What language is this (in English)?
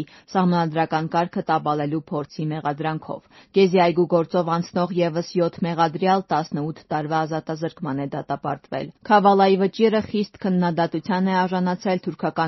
Armenian